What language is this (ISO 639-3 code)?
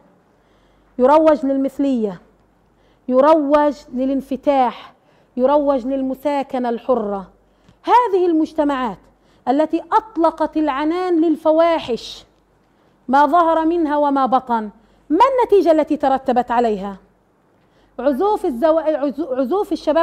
ara